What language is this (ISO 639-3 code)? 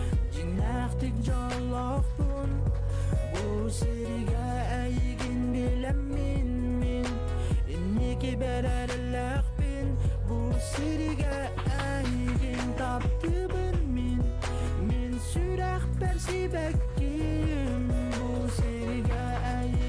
sah